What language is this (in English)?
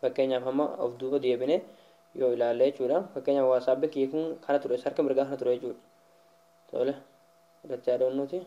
Oromo